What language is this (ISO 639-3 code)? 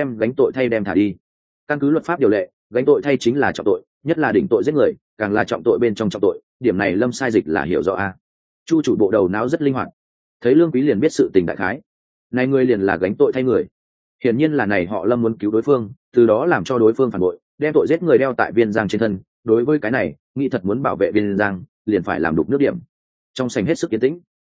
vie